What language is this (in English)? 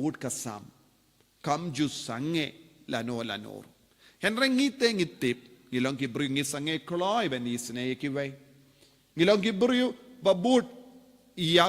Khasi